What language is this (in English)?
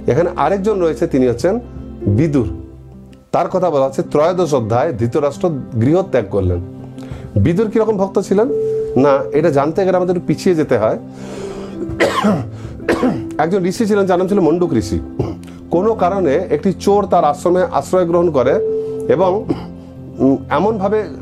Bangla